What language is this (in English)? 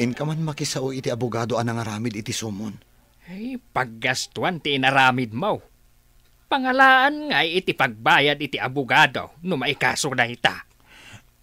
Iloko